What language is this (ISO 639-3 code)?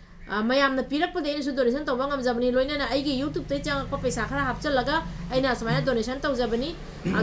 mni